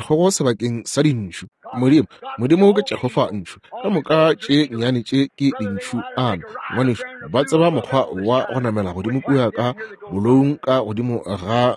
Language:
Northern Sotho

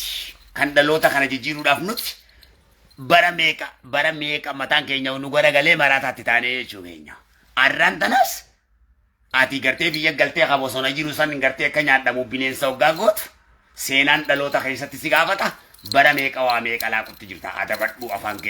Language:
Oromo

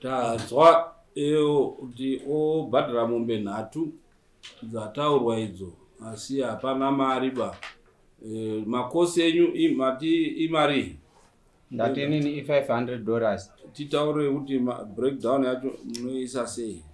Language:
Shona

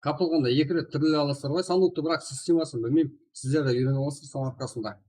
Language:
Kara-Kalpak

